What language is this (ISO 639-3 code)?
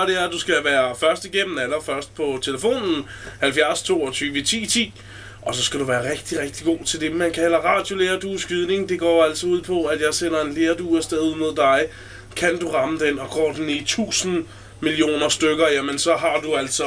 dan